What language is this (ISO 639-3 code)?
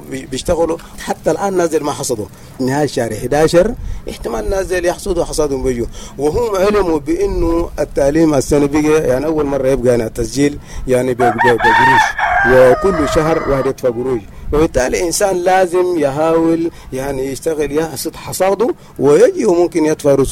apd